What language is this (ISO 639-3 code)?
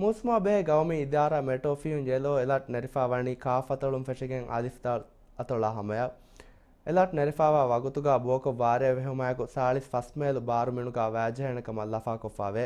div